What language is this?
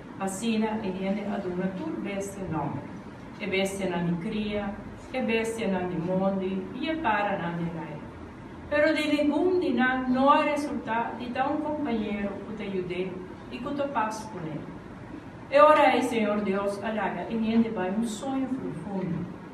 Papiamento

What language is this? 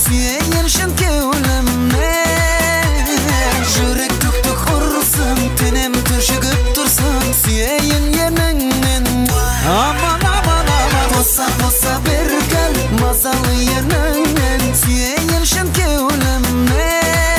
Kara-Kalpak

